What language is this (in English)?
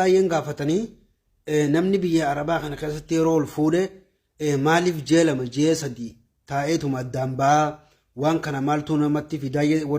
Oromo